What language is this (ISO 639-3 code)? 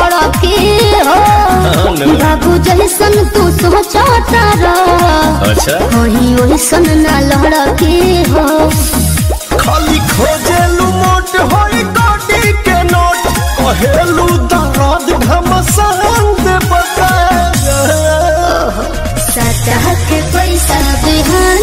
bho